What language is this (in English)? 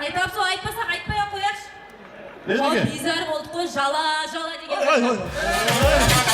Kara-Kalpak